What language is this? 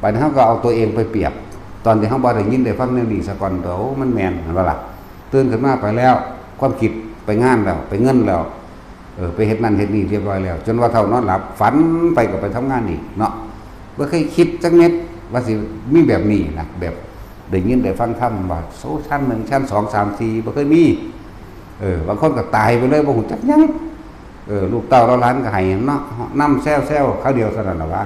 Northeastern Thai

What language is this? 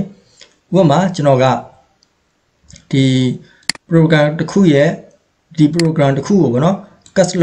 Burmese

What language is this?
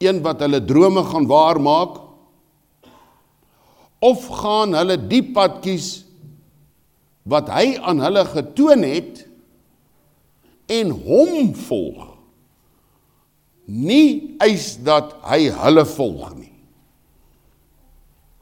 Afrikaans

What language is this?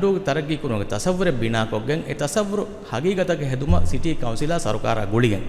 Divehi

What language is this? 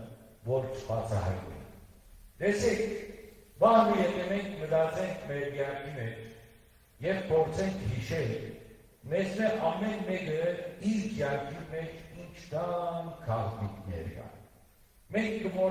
Western Armenian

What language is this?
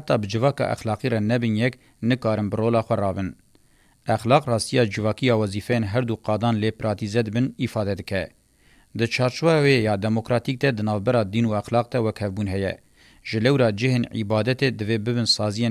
Kurdish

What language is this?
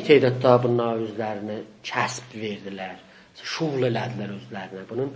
South Azerbaijani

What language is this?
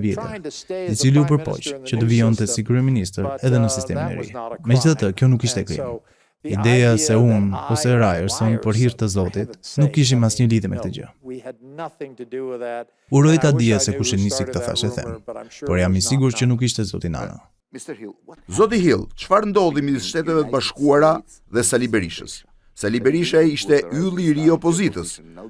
Albanian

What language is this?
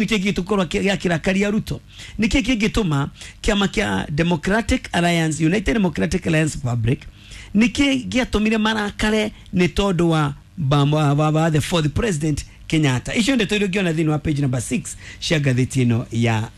Kikuyu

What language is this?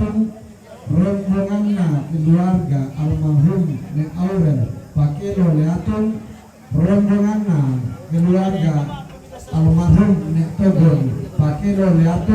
Toraja-Sa'dan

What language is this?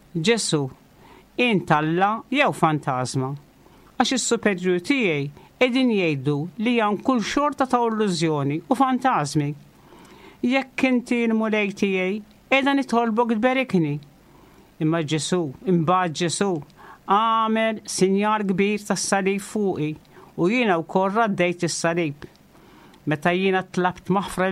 Maltese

